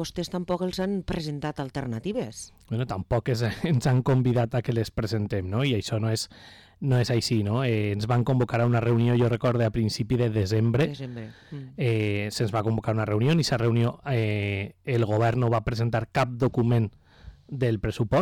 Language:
Catalan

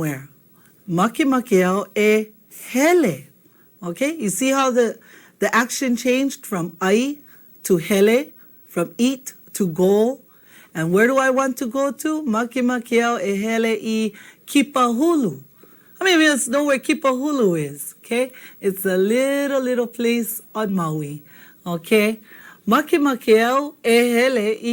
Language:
Hawaiian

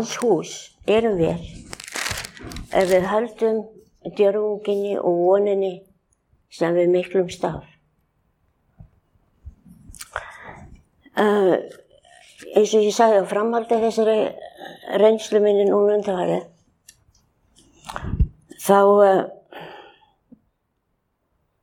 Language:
Icelandic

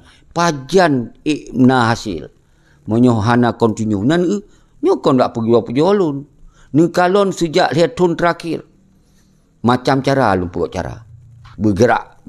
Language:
Achinese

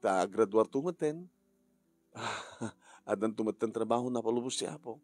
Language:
Iloko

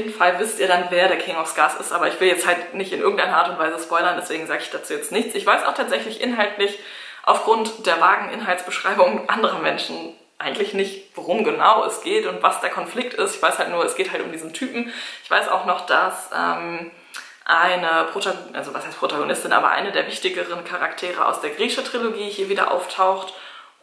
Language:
German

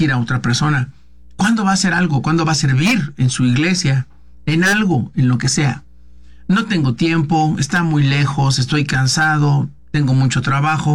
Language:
Spanish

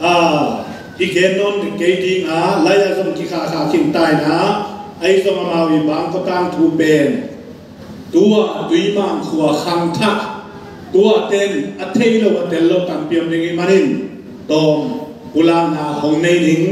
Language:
Tedim Chin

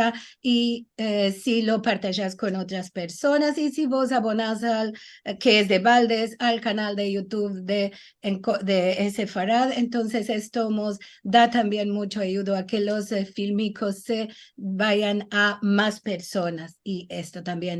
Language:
Ladino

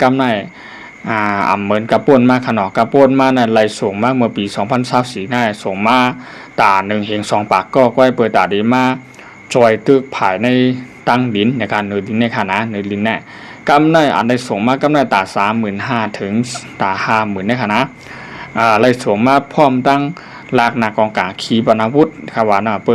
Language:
Shan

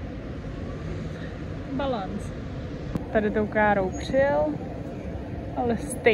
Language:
Czech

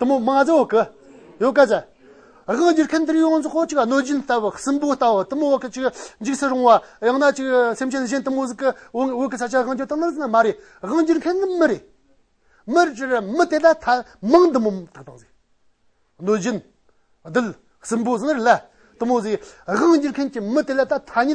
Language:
Amdo Tibetan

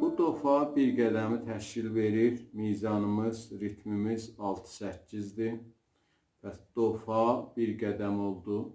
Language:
South Azerbaijani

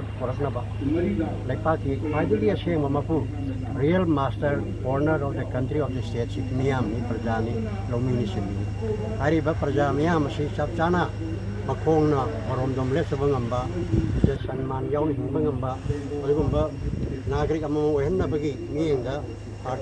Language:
Manipuri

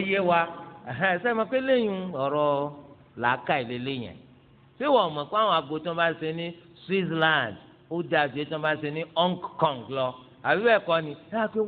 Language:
Yoruba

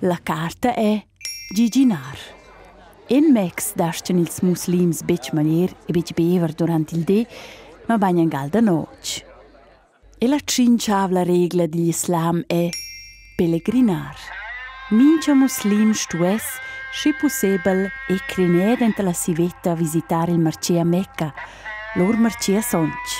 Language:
Romansh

